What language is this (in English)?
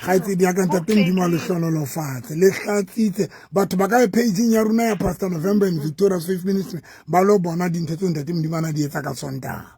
Southern Sotho